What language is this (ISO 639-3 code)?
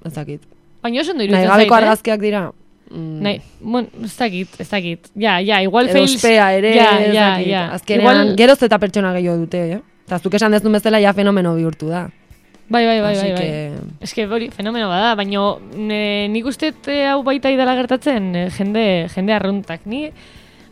eus